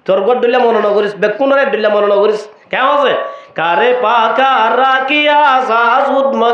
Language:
Rohingya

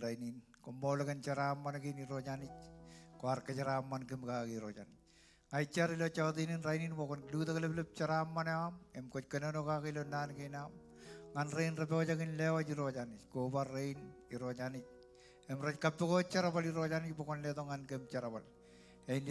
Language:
Marshallese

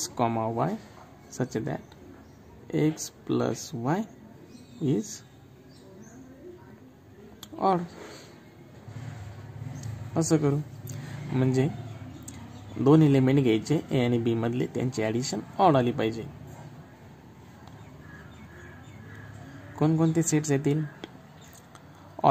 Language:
Marathi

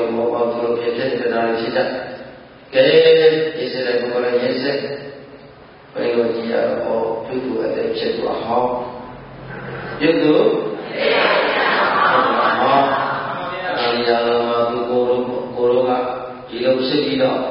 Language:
Burmese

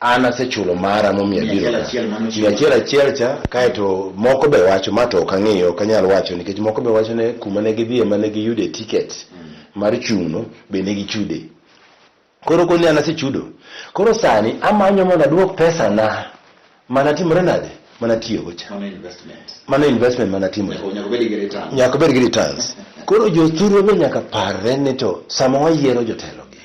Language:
Luo (Kenya and Tanzania)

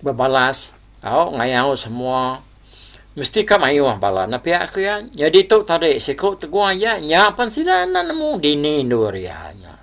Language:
Iban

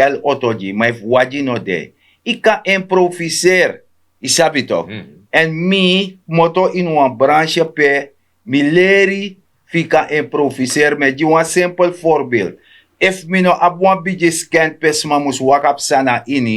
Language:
Sranan Tongo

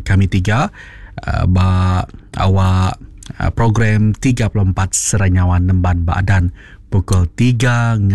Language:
Iban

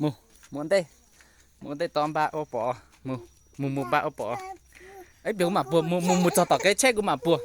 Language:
Hmong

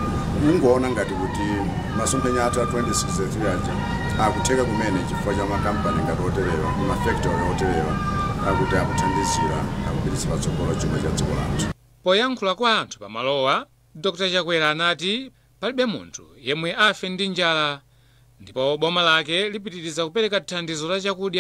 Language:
Nyanja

